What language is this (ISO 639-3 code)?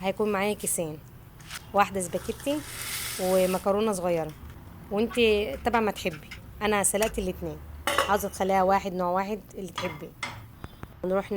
arz